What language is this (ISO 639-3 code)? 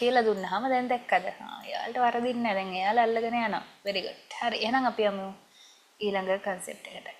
sin